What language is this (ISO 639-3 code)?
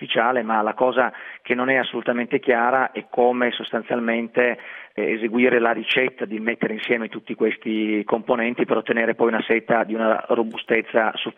ita